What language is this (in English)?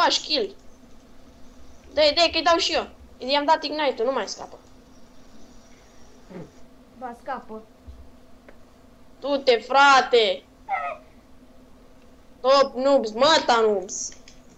Romanian